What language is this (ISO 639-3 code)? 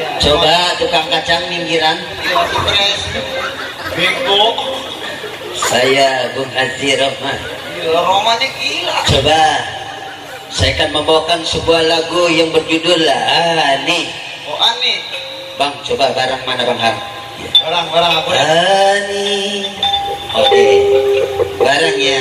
bew